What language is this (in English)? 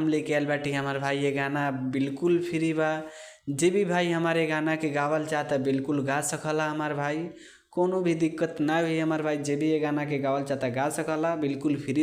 Bhojpuri